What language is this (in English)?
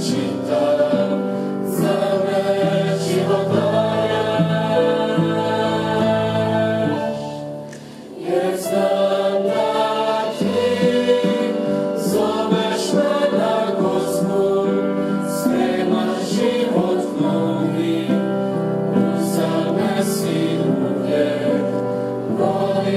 Croatian